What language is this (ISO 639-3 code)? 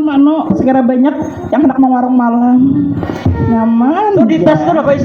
bjn